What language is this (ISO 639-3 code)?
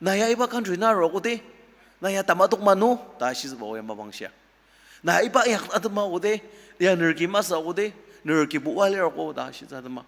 njo